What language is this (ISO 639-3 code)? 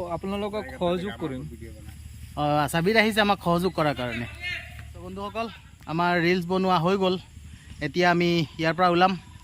asm